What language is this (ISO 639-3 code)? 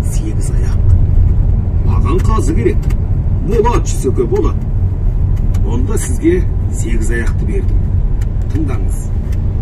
kaz